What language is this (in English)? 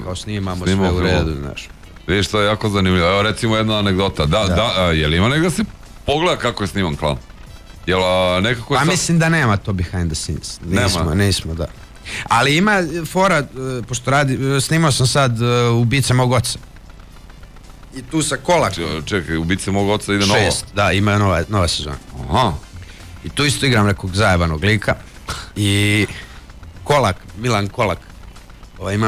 Serbian